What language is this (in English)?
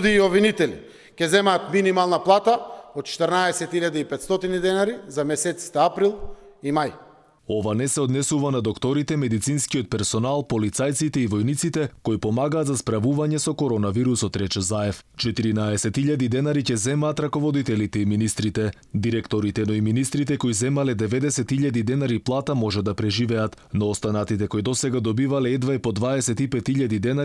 Macedonian